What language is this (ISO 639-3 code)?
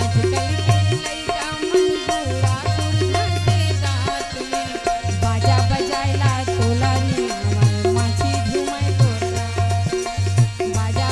hne